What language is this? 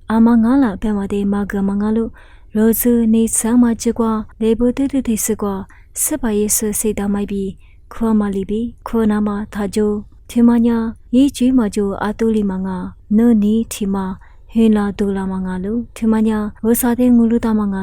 Lisu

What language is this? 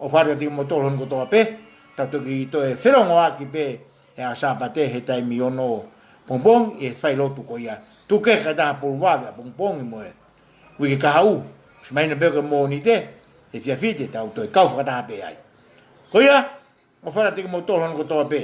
Tongan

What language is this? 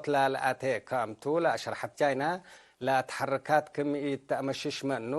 Tigre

